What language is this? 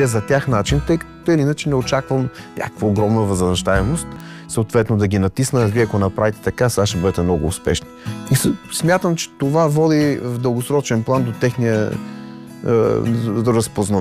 Bulgarian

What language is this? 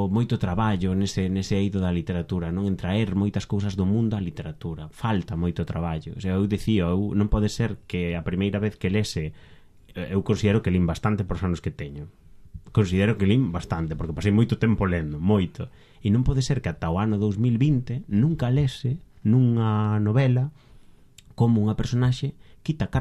Galician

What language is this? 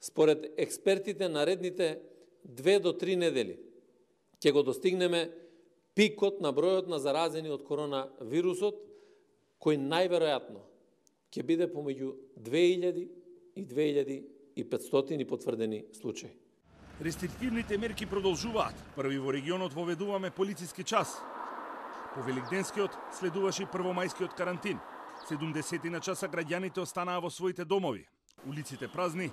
Macedonian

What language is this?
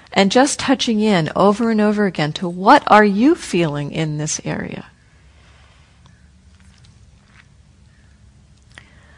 English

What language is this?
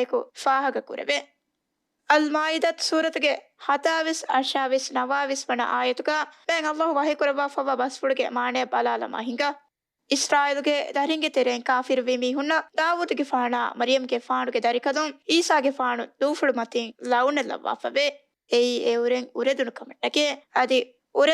Divehi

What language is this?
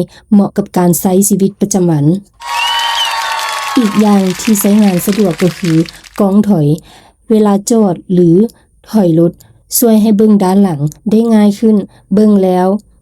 Lao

